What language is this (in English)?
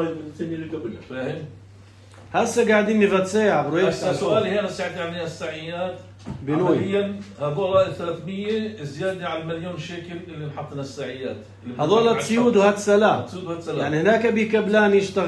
North Levantine Arabic